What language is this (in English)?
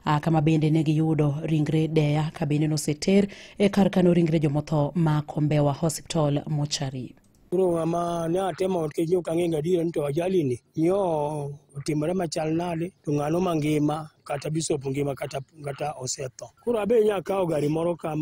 Luo (Kenya and Tanzania)